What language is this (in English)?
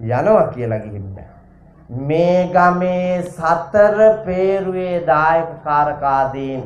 Sinhala